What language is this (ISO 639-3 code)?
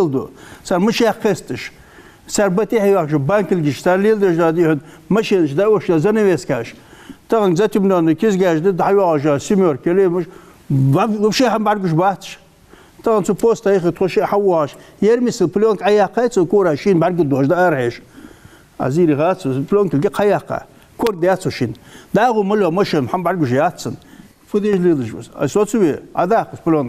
inh